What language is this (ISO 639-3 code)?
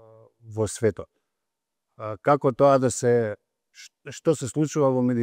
mkd